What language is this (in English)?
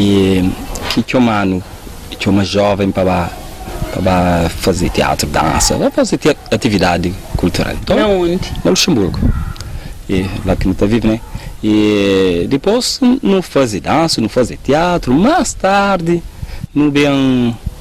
Kabuverdianu